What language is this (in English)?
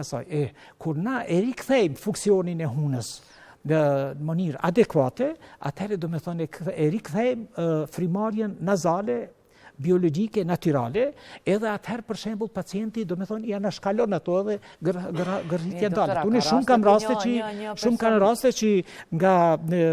Albanian